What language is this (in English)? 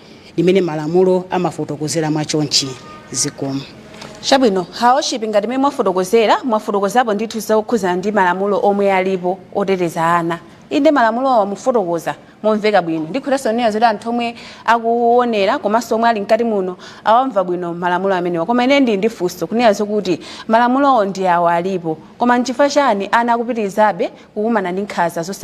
Nyanja